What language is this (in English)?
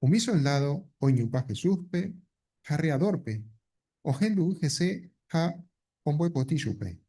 Guarani